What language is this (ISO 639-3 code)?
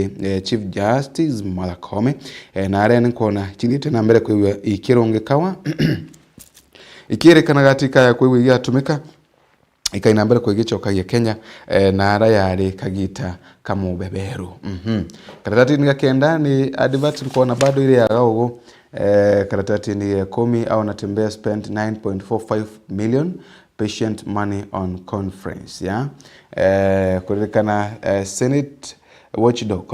mer